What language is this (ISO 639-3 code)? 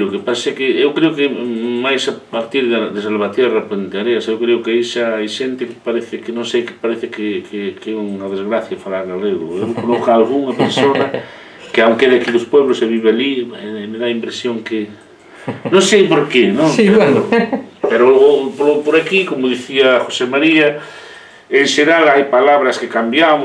glg